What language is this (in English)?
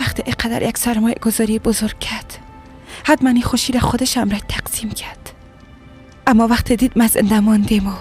Persian